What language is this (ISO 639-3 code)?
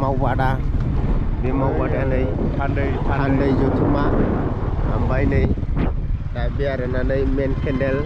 brx